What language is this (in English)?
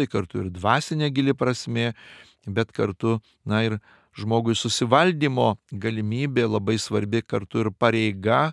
Lithuanian